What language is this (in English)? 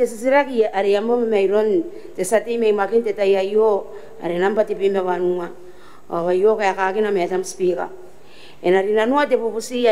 Gilbertese